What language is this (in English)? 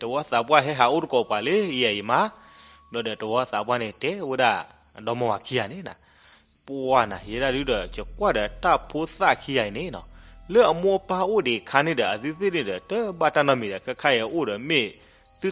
S'gaw Karen